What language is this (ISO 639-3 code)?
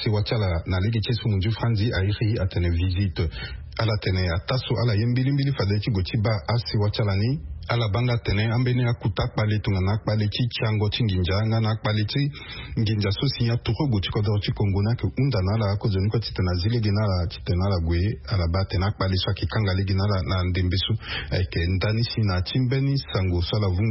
sag